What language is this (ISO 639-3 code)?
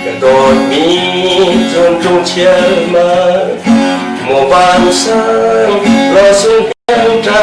cnh